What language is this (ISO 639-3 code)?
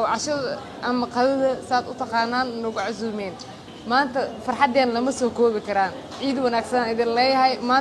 som